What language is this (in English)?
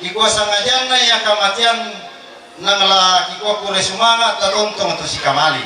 Toraja-Sa'dan